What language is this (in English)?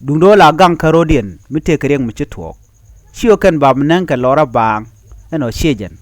Nuer